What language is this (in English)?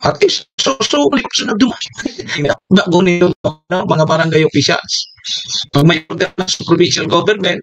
Bikol